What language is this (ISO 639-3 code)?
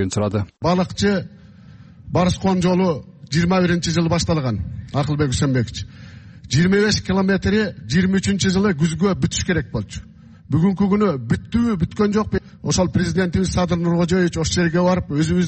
kir